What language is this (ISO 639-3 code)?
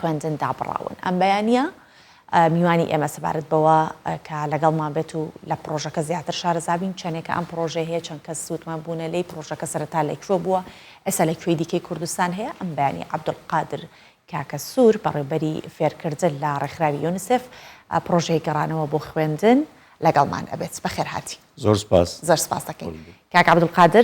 ckb